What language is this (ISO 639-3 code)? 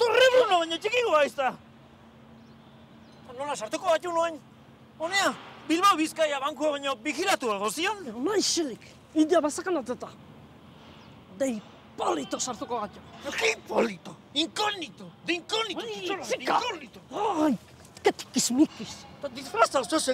eus